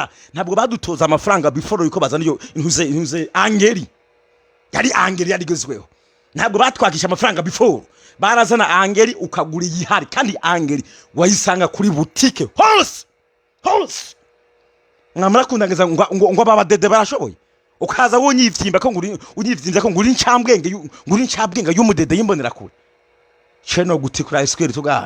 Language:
Rundi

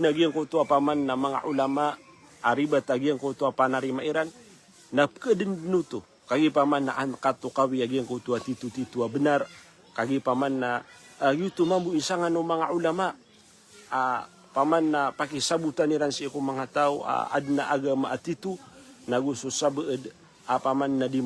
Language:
Maranao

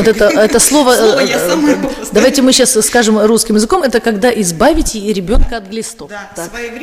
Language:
Russian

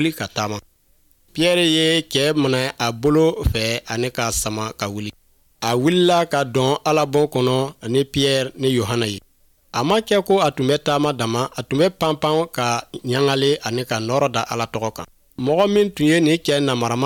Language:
Bambara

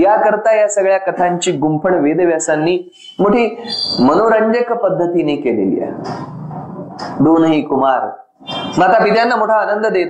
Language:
Marathi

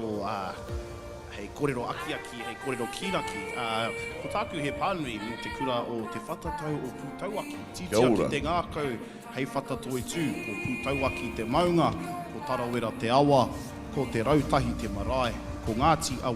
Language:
Māori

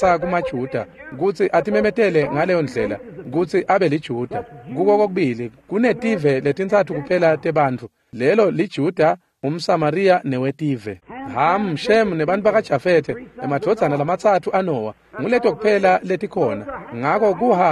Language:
Swati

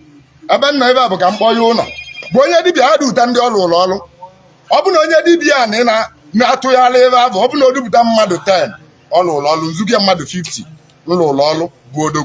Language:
Igbo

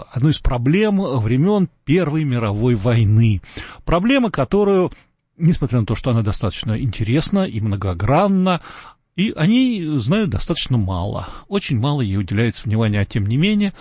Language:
Russian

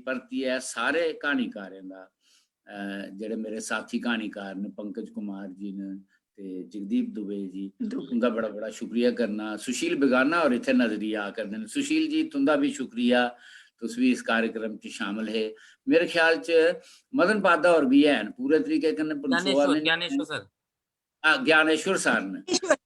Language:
Dogri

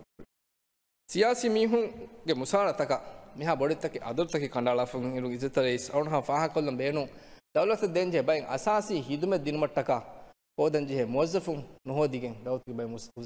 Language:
Divehi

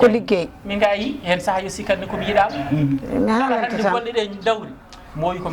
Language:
Fula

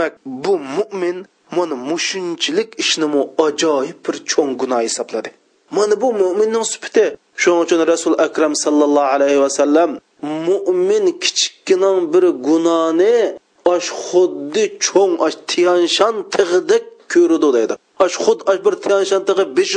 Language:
Uyghur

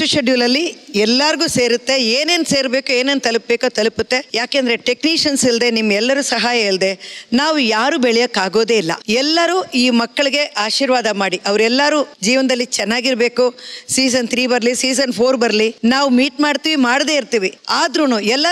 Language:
Kannada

